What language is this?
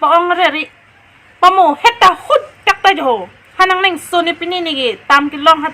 Karbi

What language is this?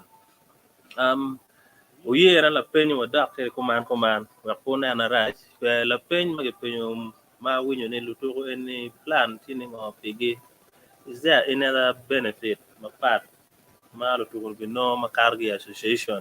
Acoli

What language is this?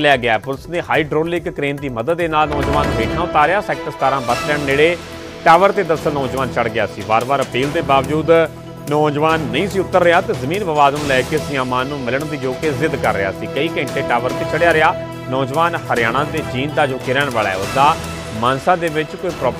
Punjabi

